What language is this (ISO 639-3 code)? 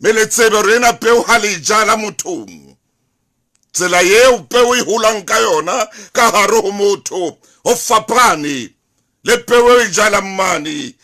sot